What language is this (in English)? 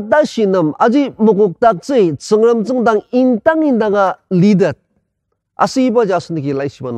Ao Naga